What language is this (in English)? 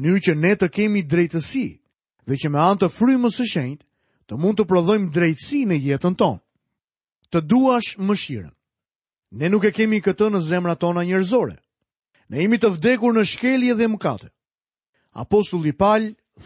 Albanian